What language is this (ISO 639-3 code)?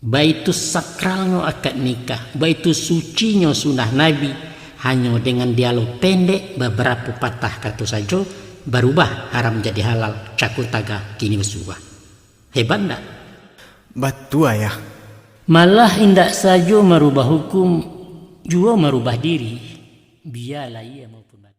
min